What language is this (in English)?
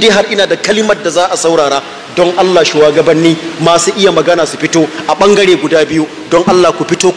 Hausa